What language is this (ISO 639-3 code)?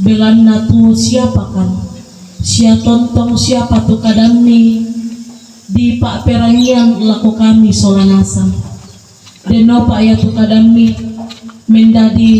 sda